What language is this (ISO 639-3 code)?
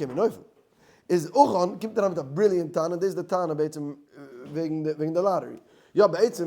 yid